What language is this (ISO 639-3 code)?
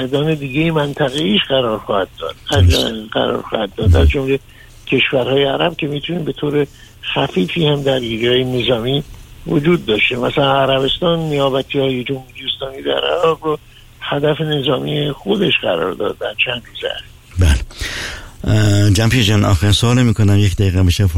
fas